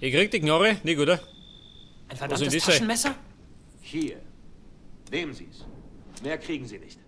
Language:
Bavarian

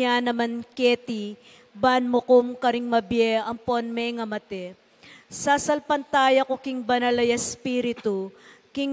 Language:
Pampanga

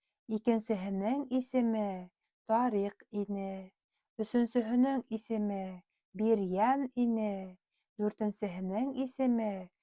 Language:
Bashkir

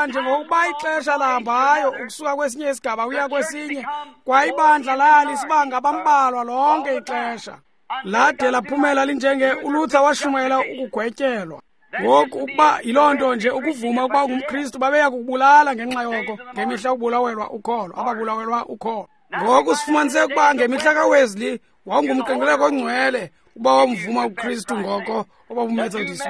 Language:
Xhosa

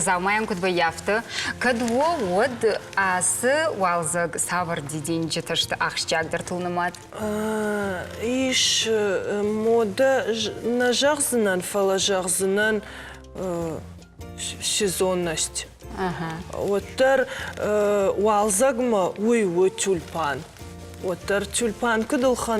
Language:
Ossetic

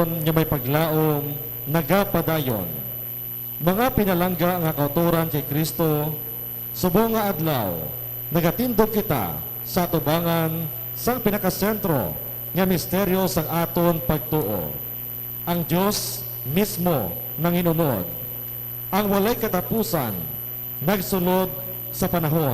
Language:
Hiligaynon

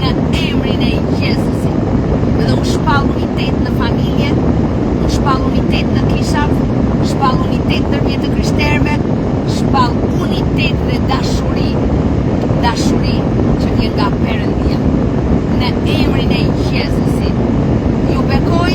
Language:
Albanian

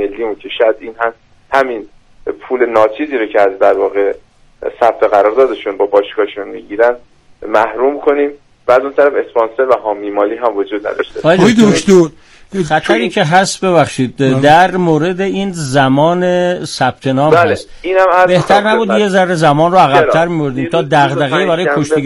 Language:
Persian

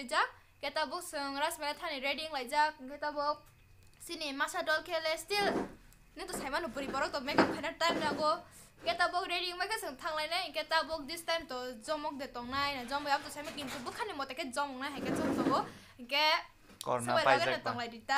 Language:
Kok Borok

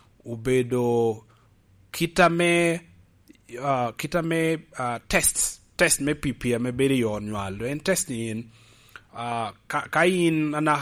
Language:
Lango (Uganda)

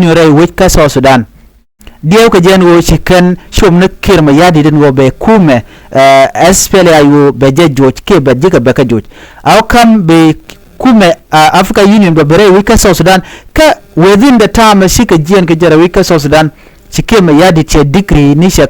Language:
Nuer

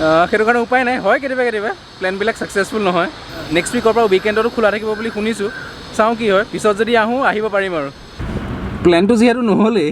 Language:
Assamese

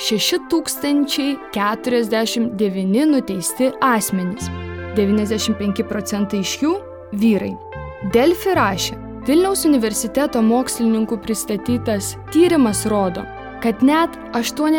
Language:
Lithuanian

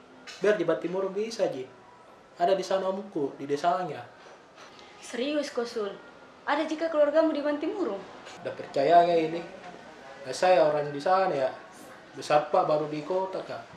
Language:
Makassar Malay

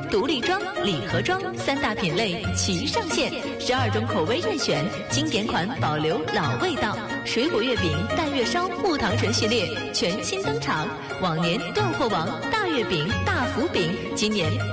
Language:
Chinese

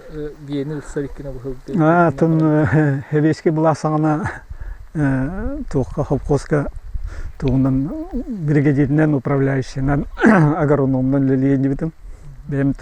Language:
Yakut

